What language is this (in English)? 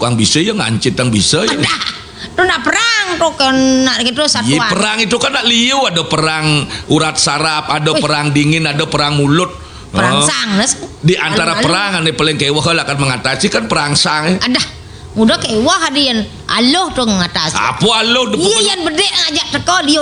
Balinese